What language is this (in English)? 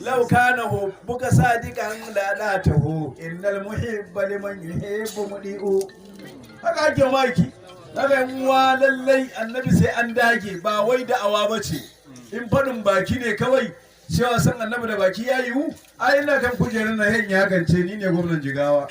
Hausa